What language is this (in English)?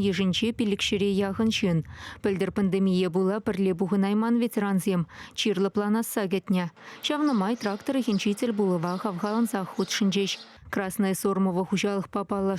Chuvash